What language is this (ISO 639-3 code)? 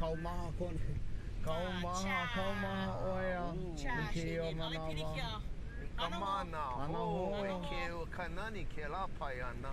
haw